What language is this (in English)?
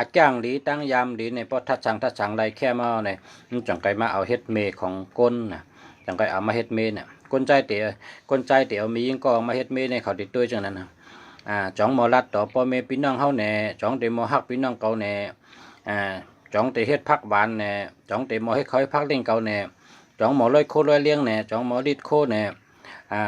Shan